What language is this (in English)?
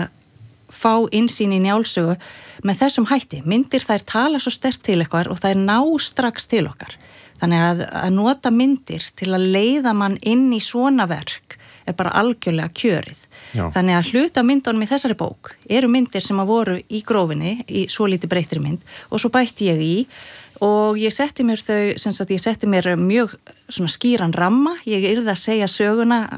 Icelandic